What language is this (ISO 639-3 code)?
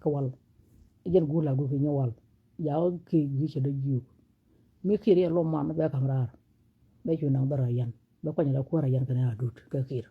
nus